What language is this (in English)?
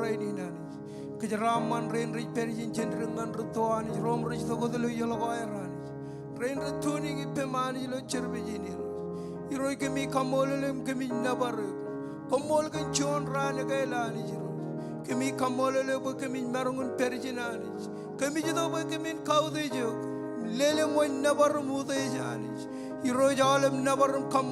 Marshallese